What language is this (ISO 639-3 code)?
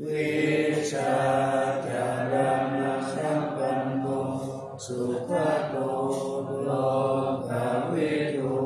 pli